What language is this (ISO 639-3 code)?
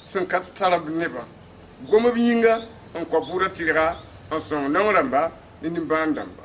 mos